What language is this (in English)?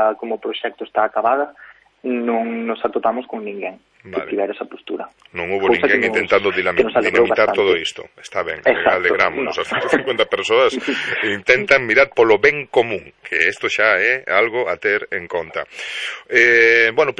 Galician